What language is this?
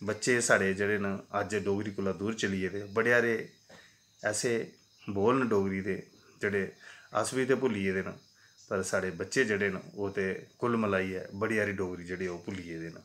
Dogri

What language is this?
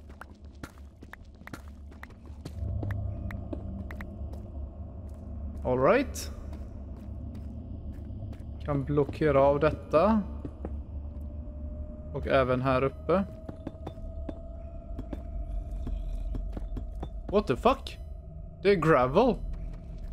Swedish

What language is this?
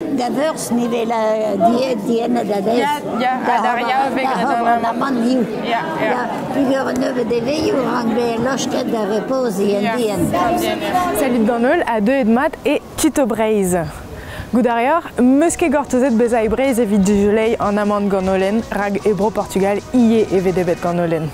Breton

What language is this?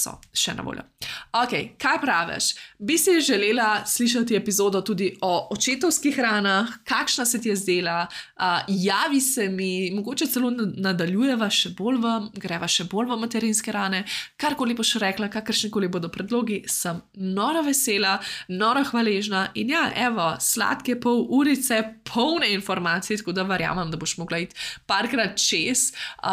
Slovenian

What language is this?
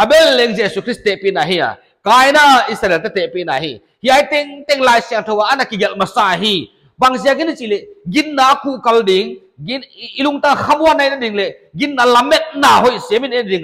Paite Chin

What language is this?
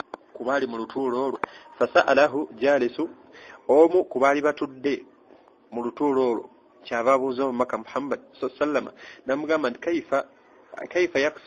Ganda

